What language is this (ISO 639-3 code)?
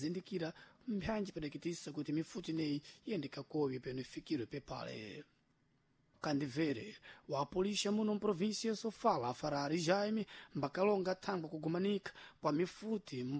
seh